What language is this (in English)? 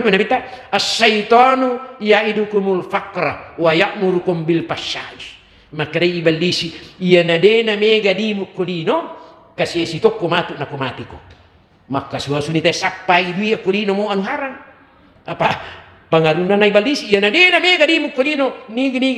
Buginese